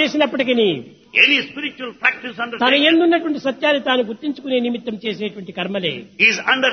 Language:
Telugu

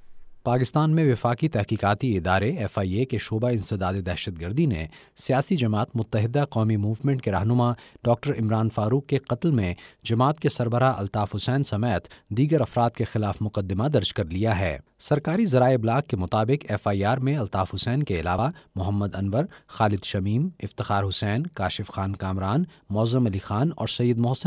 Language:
Urdu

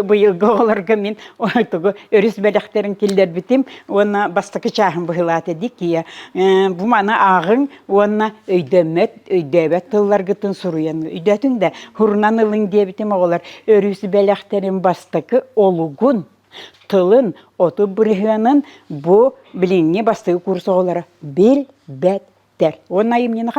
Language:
Yakut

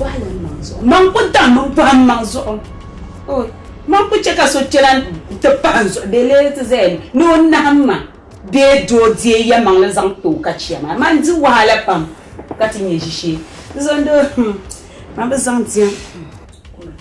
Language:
Dagbani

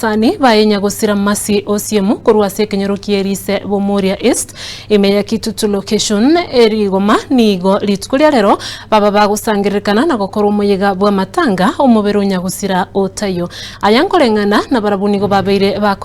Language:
Gusii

